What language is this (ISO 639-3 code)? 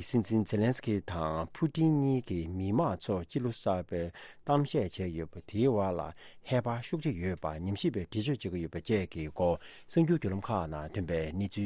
bod